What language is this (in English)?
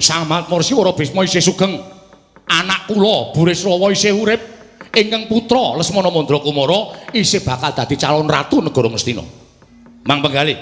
Javanese